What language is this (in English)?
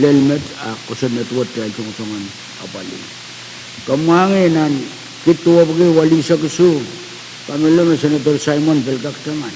Pohnpeian